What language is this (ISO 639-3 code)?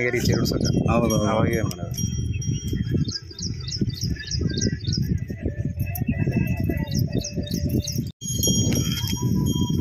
kan